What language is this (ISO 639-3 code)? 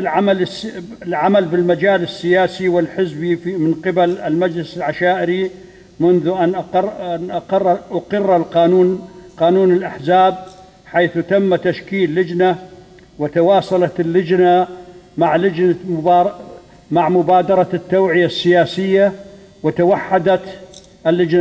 apc